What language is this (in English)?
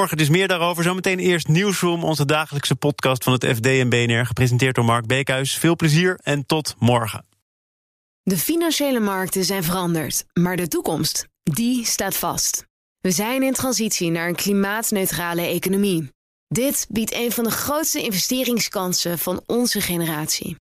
Dutch